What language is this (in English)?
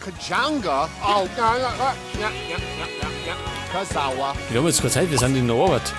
Bavarian